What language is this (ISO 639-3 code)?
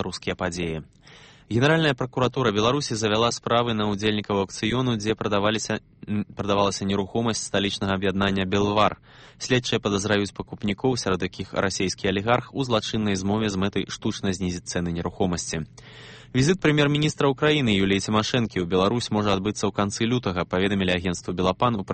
bel